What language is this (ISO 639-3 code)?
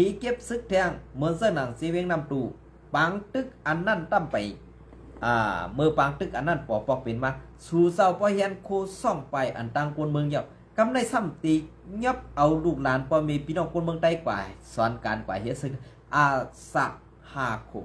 shn